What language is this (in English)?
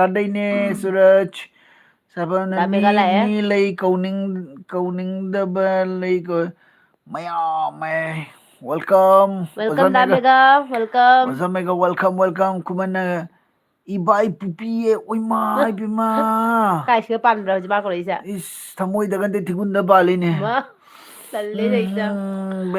Manipuri